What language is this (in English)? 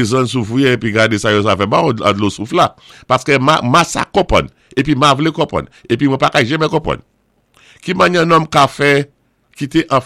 Saint Lucian Creole French